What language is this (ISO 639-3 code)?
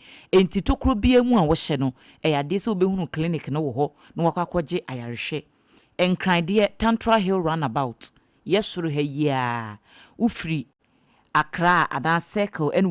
aka